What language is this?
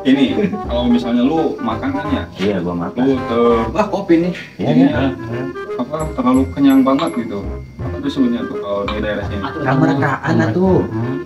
Betawi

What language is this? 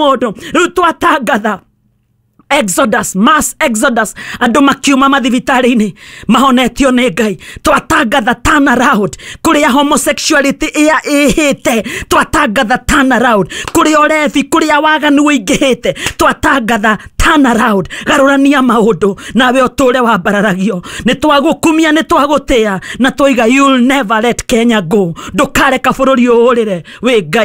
Kikuyu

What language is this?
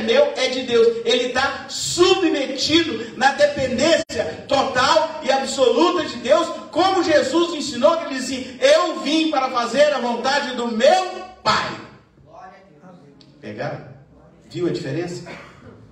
Portuguese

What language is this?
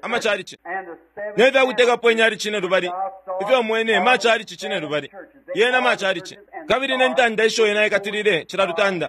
Bemba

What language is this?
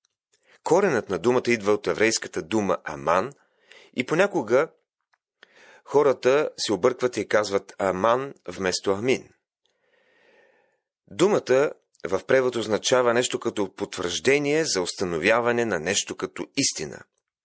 Bulgarian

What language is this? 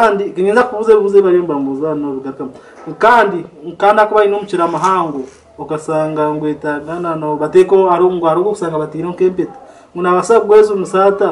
Nyankole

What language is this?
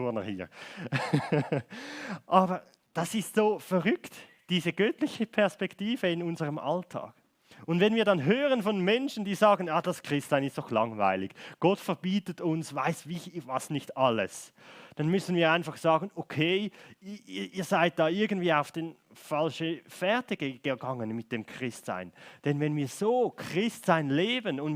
Swiss German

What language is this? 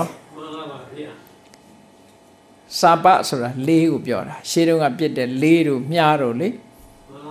Burmese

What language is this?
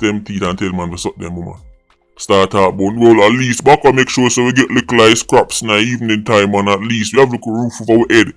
Jamaican Creole English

